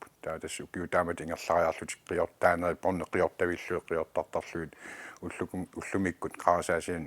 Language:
Kalaallisut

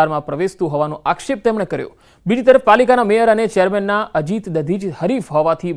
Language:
Gujarati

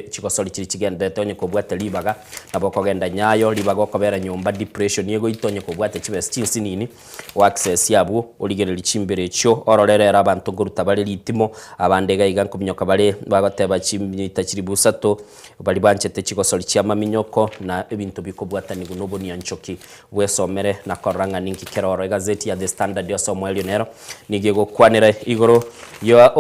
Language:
Gusii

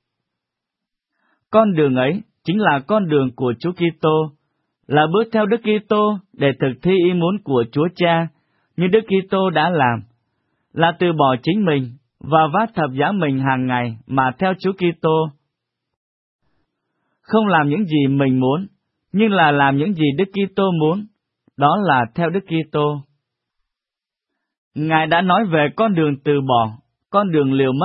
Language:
Vietnamese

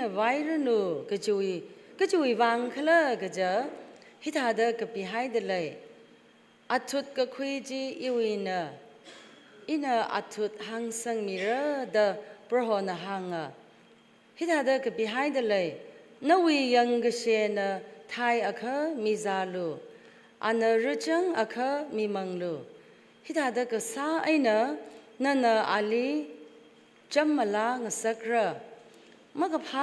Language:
Tangkhul Naga (India)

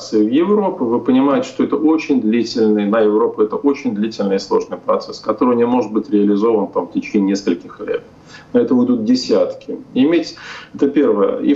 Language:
Russian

